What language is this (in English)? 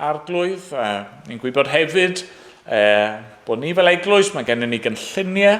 Welsh